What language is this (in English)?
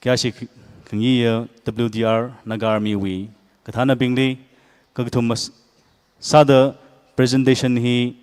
Tangkhul Naga (India)